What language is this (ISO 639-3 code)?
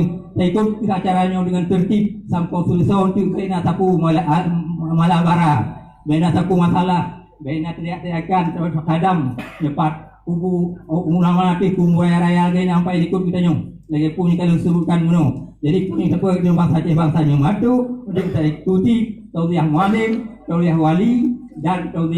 ace